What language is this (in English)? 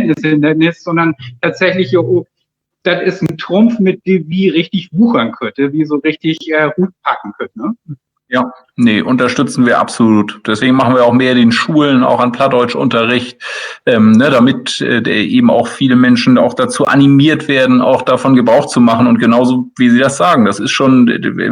Low German